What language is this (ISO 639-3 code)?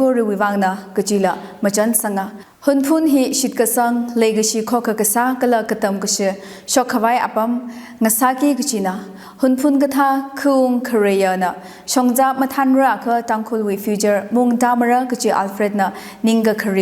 nmf